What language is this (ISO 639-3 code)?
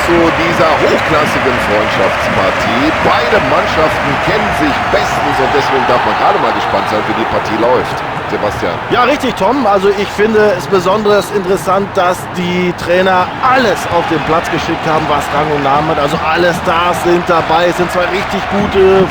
bar